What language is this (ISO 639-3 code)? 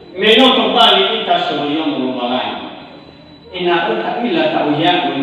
nia